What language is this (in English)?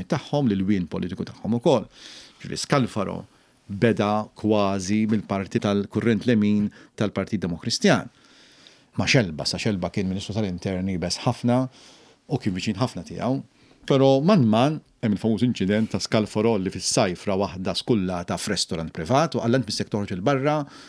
Maltese